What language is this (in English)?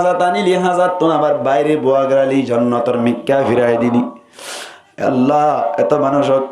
Rohingya